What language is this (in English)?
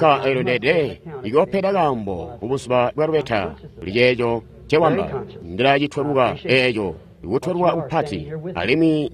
Tonga (Zambia)